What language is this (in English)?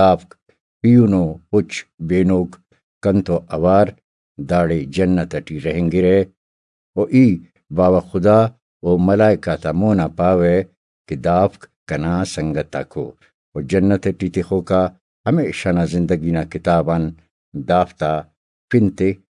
Brahui